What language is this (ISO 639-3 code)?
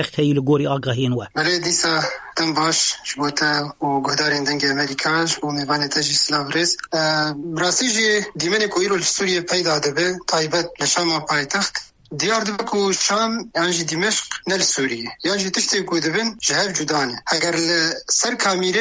kur